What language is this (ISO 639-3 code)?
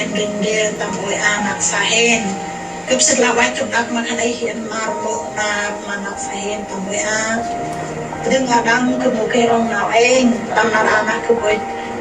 cmo